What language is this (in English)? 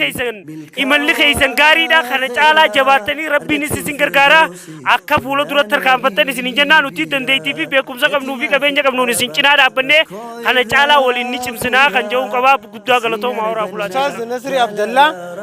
Oromo